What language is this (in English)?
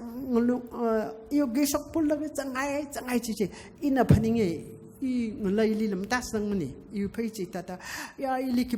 Tangkhul Naga (India)